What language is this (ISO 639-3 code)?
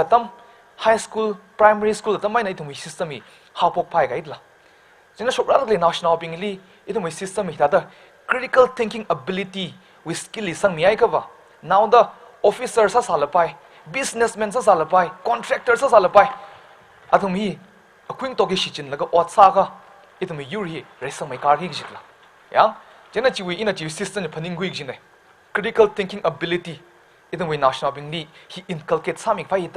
nmf